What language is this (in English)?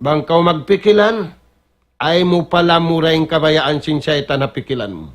Tausug